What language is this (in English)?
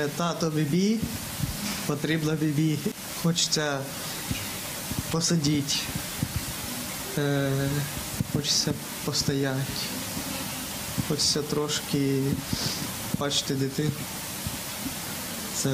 Ukrainian